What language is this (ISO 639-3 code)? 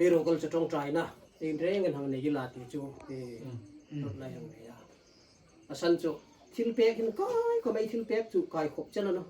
hmr